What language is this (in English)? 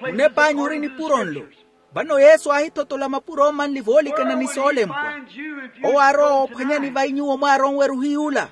Makhuwa